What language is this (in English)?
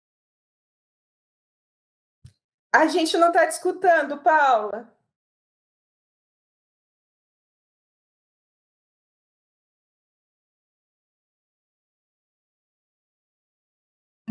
Portuguese